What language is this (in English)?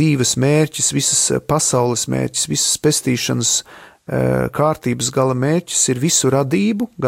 Latvian